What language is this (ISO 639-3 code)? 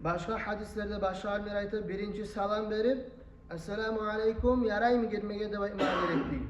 kum